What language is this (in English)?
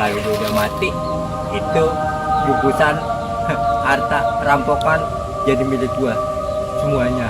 Betawi